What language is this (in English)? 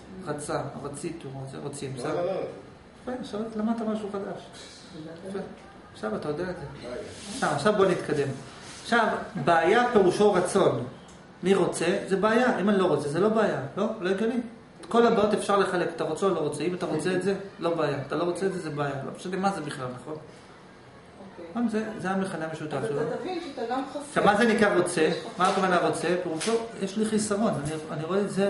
Hebrew